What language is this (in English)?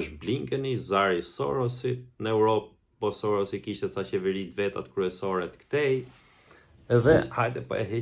Albanian